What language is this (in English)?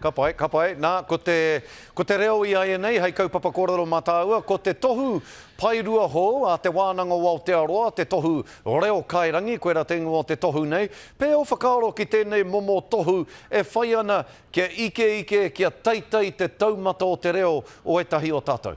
Māori